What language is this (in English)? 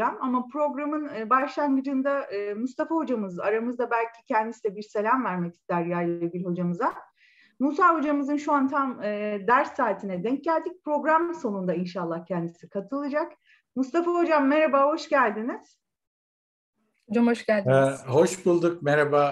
Turkish